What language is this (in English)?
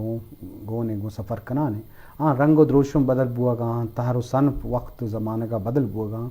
Eastern Balochi